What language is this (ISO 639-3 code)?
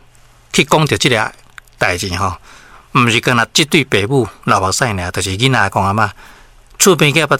nan